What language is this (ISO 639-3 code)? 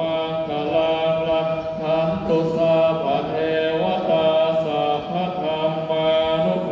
pli